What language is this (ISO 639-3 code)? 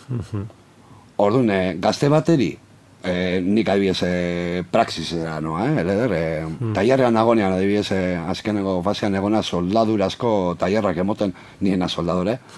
eus